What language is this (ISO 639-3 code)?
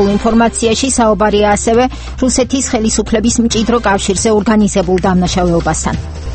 kat